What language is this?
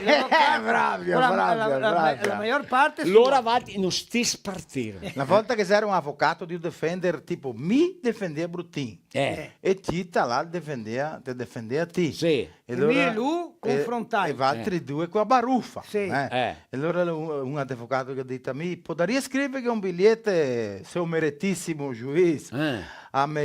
Venetian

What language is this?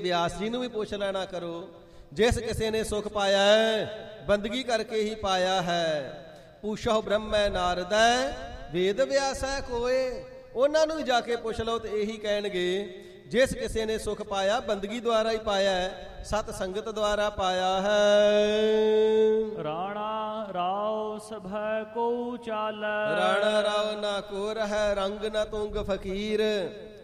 Punjabi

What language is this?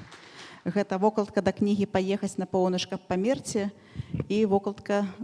Belarusian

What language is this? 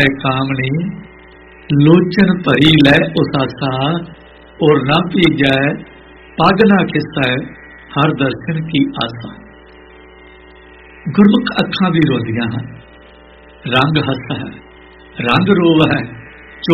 Punjabi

